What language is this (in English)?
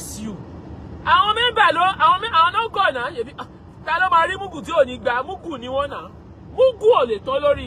Yoruba